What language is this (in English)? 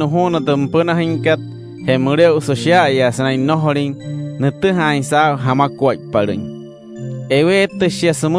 Wayuu